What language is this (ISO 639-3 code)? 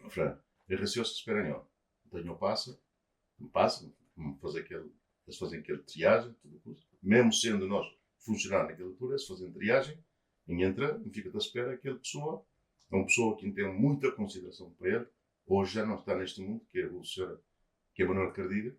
kea